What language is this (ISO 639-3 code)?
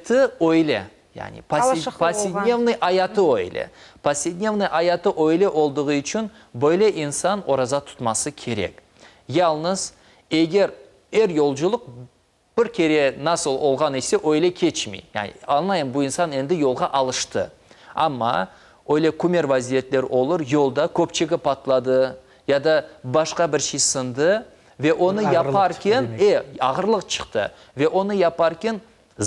crh